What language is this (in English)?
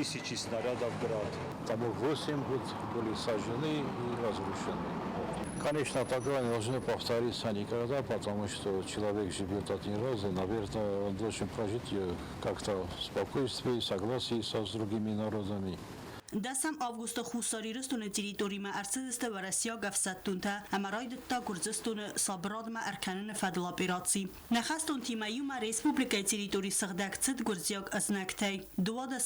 Ossetic